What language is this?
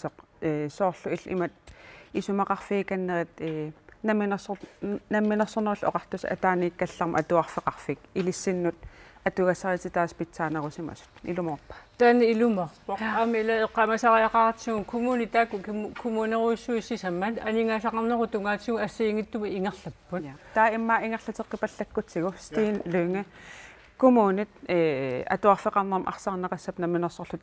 Kalaallisut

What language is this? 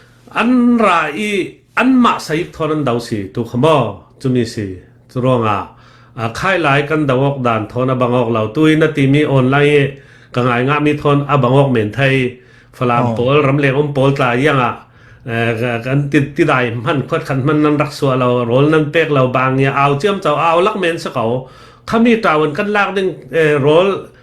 Falam Chin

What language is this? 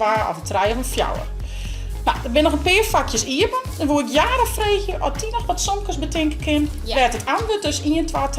Western Frisian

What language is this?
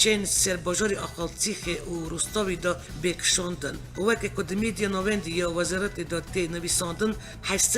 Kurdish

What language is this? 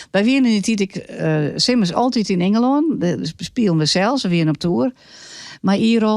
Western Frisian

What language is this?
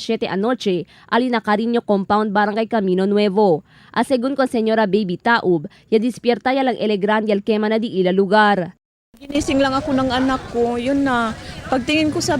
Chavacano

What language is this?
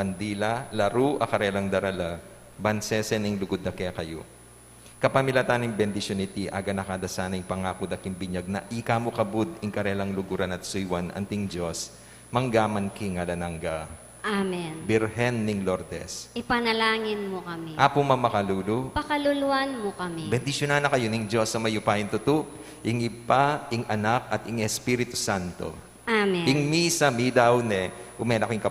Pampanga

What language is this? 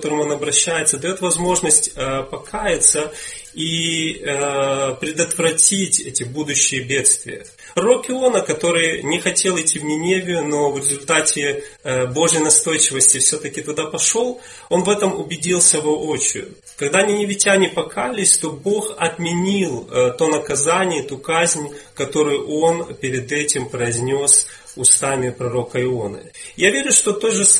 Russian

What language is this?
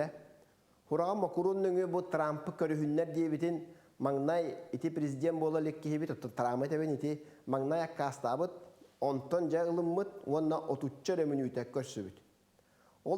Yakut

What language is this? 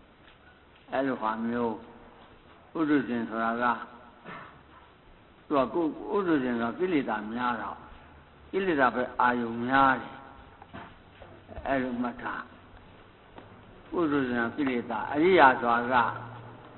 Burmese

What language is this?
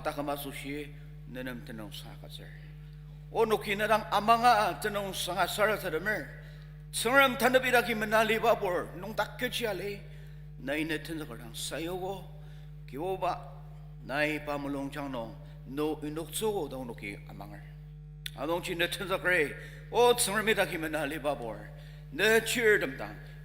Ao Naga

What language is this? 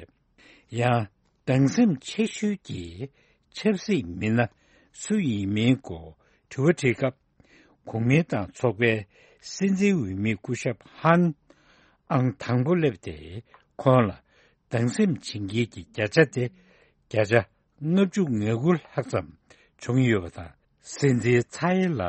Tibetan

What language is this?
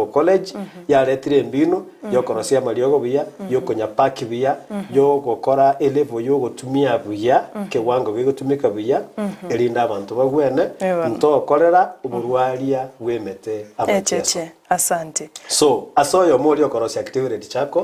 Gusii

